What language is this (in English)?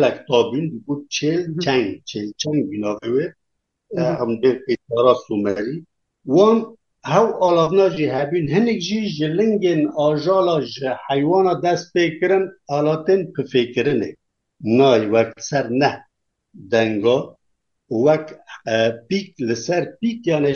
Kurdish